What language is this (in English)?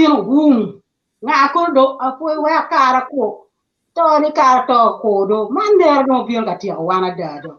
Acoli